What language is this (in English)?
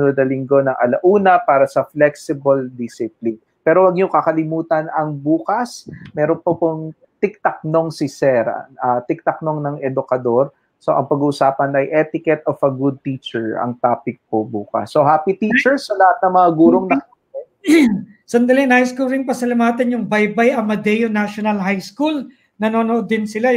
Filipino